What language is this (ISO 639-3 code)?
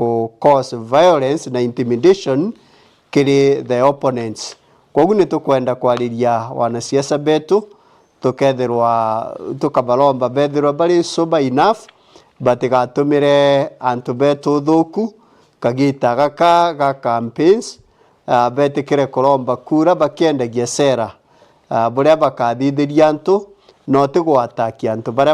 mer